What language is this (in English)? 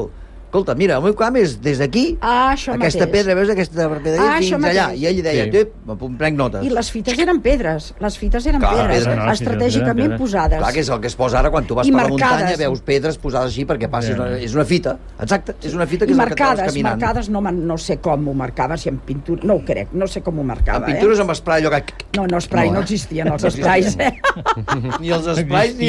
Catalan